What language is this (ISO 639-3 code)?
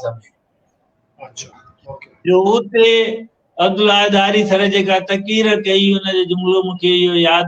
snd